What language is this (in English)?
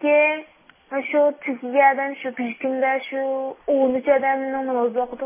Uyghur